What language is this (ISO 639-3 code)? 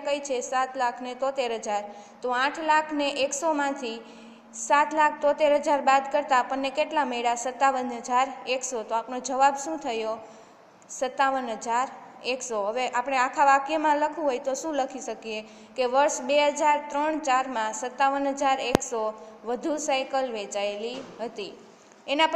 guj